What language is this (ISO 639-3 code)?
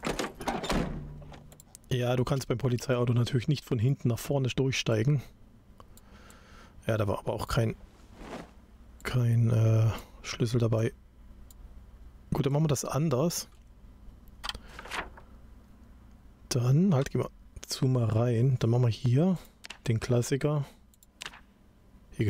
deu